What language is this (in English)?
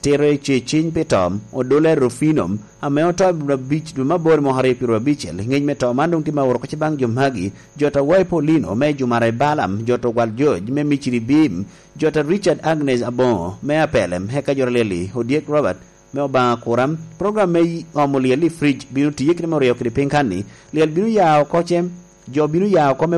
Lango (Uganda)